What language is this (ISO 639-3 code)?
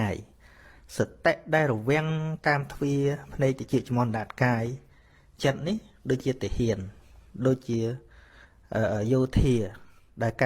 khm